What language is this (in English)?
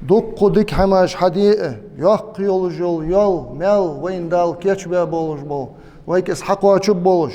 Ingush